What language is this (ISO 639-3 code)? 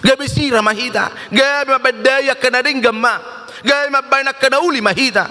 bbc